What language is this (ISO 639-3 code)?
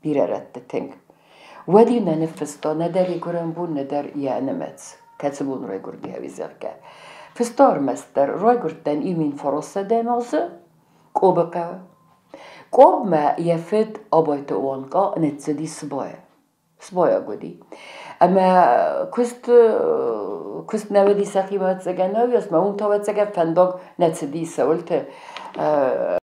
oss